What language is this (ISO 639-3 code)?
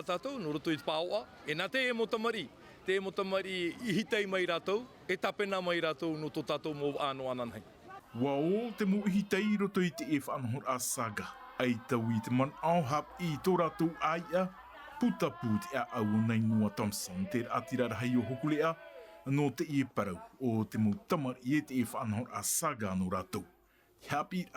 tah